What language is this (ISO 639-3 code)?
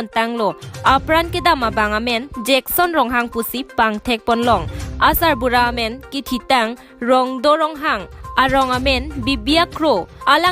mjw